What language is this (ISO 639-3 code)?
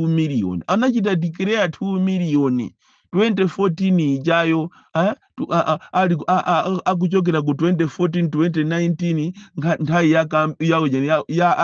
nya